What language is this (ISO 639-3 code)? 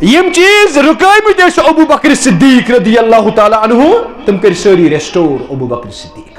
kas